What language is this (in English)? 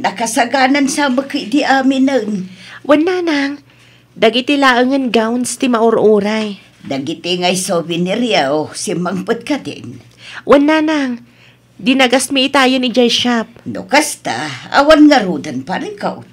Iloko